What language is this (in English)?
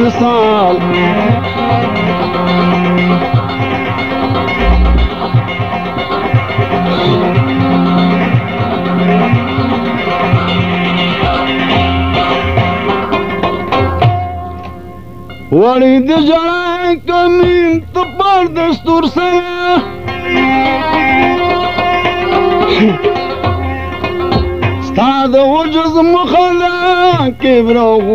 Persian